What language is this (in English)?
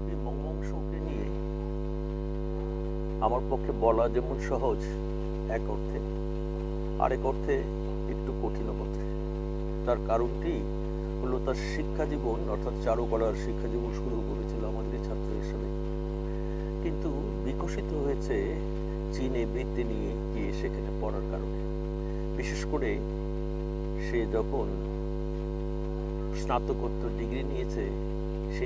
Bangla